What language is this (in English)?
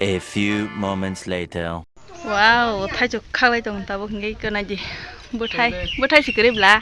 Kok Borok